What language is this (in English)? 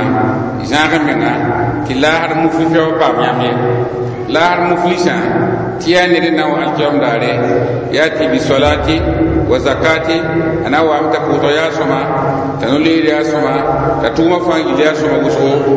Mossi